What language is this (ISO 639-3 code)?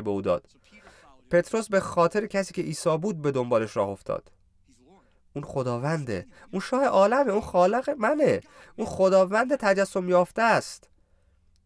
fas